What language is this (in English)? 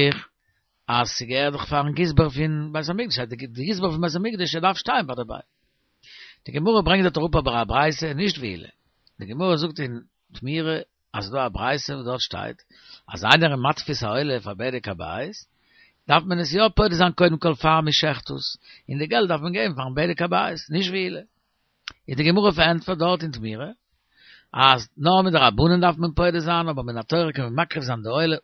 Yiddish